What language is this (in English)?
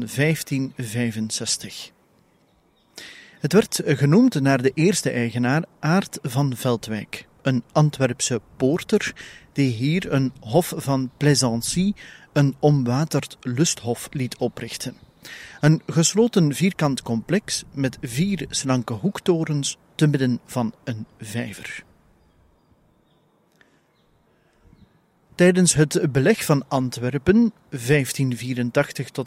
Dutch